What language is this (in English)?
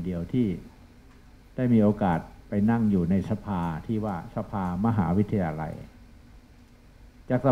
Thai